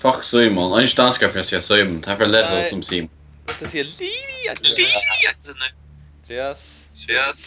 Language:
Faroese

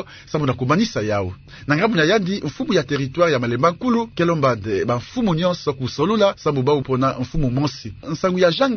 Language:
Kituba (Democratic Republic of Congo)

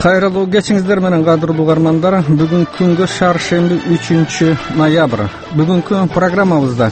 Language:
Kyrgyz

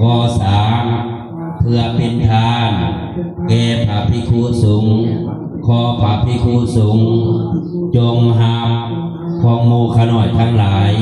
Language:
Northeastern Thai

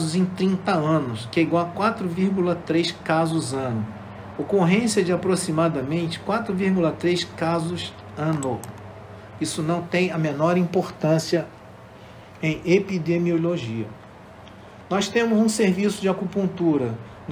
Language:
Portuguese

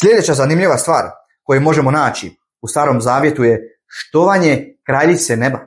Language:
Bosnian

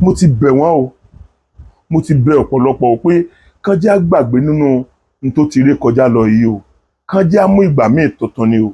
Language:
Yoruba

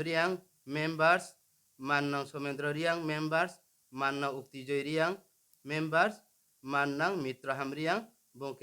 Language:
Riang (India)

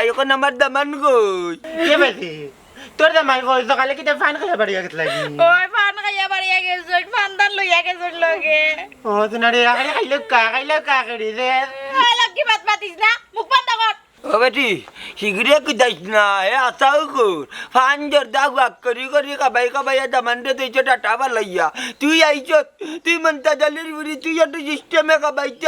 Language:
Sylheti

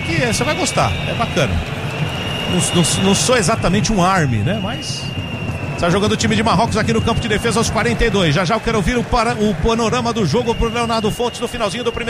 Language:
Portuguese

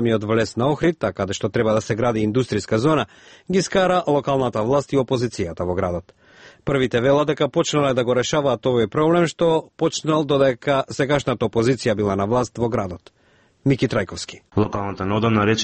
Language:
Macedonian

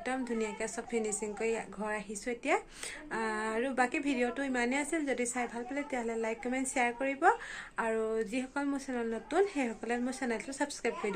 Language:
Assamese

